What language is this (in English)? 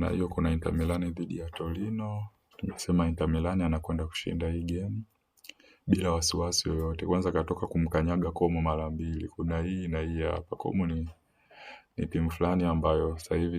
Swahili